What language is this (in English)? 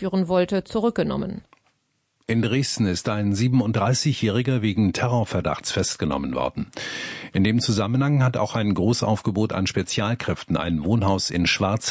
German